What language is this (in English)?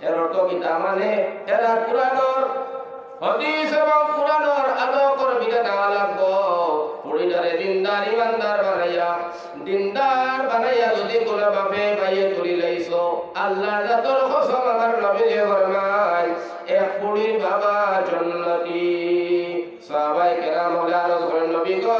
Sylheti